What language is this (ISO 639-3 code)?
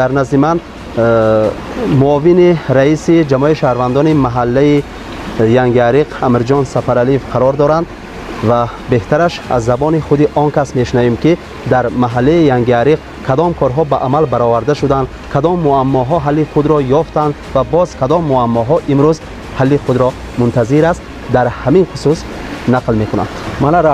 tgk